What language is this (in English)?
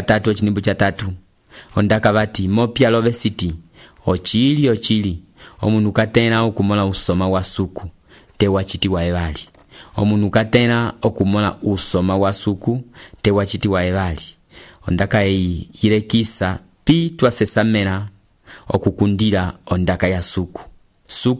Umbundu